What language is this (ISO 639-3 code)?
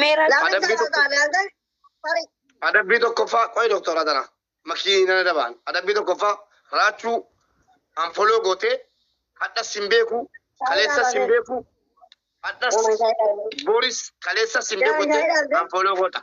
orm